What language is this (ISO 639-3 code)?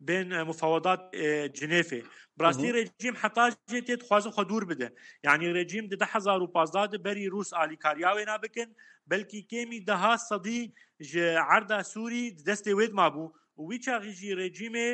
kur